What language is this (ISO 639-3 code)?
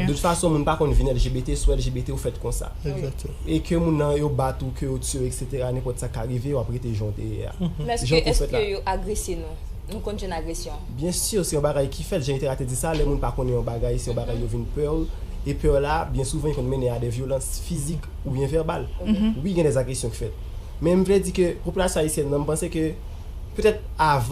hat